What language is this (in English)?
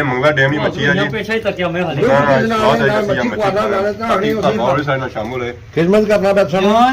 Pahari-Potwari